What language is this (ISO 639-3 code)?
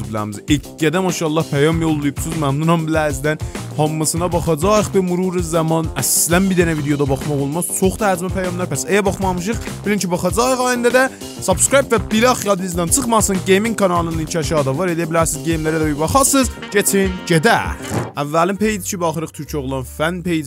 azb